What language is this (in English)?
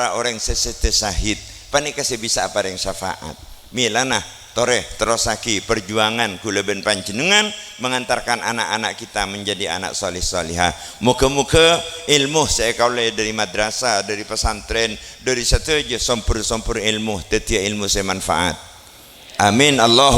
Madurese